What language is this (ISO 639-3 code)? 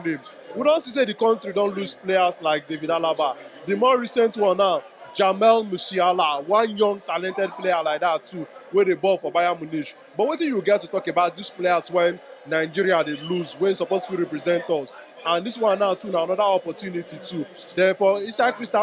pcm